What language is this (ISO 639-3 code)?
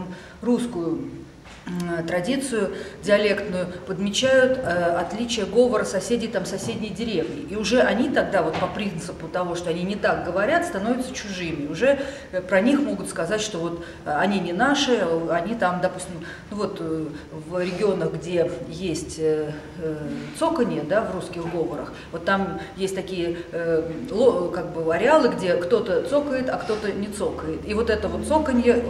rus